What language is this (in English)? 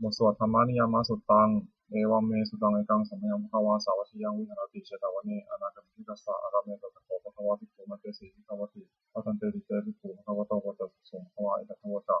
Pali